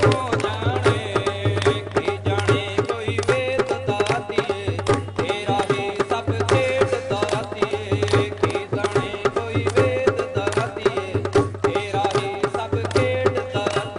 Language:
Dogri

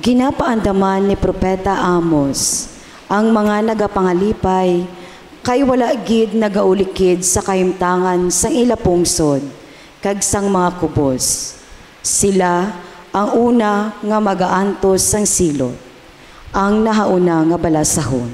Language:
Hiligaynon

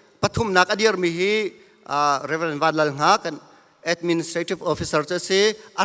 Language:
Hakha Chin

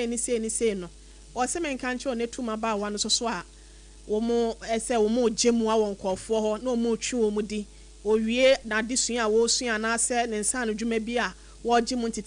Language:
Akan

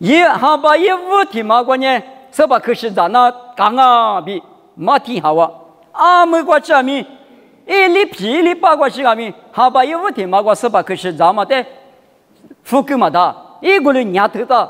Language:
Lisu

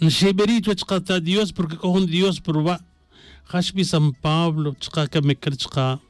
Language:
Tz'utujil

